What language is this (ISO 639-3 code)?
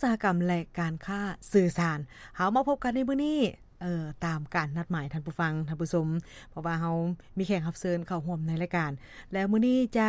lao